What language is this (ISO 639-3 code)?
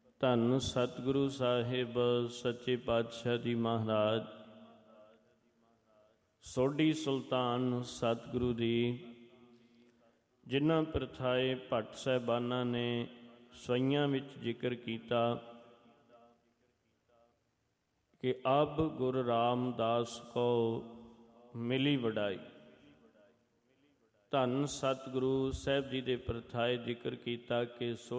pan